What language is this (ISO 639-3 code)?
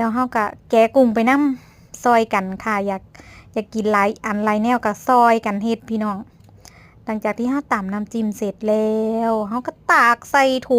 tts